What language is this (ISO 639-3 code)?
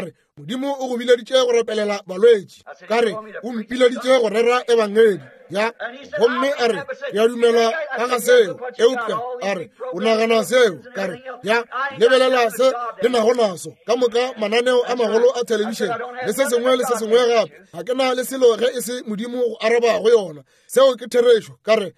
nso